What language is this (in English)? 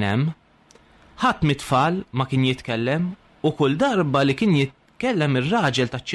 Maltese